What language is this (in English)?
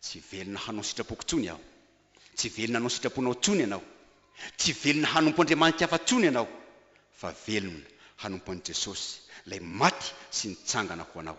Malagasy